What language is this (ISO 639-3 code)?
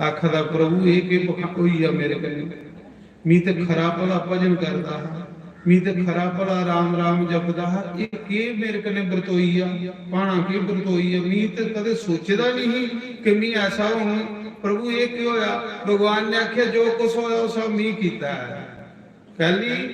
doi